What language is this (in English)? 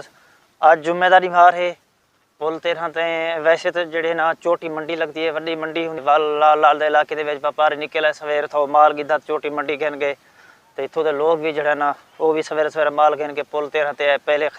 Saraiki